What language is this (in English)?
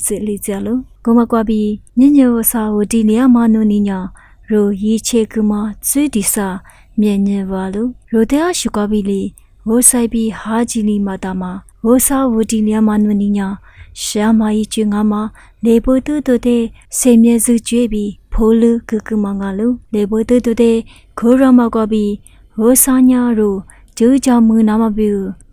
Lisu